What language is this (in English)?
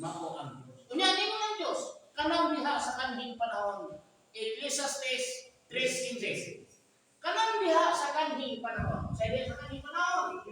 Cebuano